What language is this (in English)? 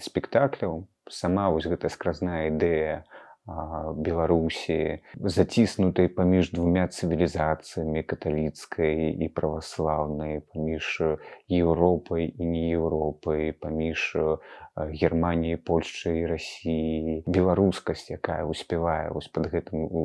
Belarusian